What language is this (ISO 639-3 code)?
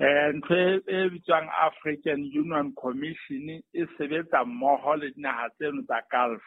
sot